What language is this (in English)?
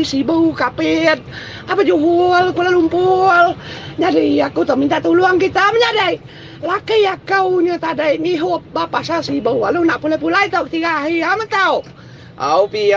Iban